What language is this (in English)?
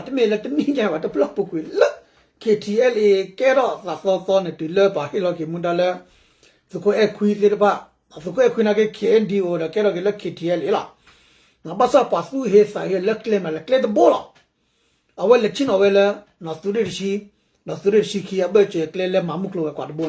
S'gaw Karen